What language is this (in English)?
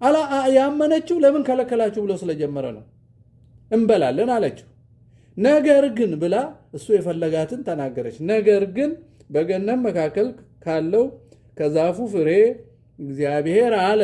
Amharic